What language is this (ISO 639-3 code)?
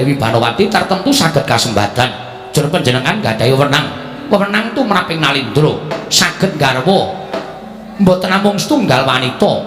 jav